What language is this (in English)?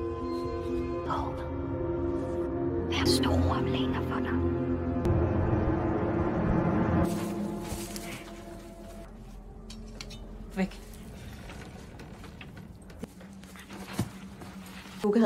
Danish